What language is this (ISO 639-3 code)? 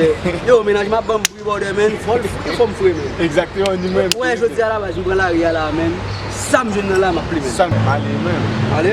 hat